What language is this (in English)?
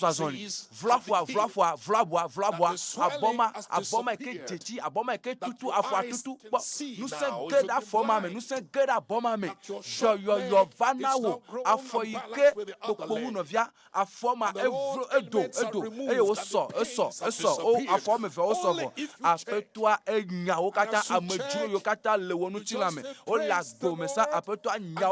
Ewe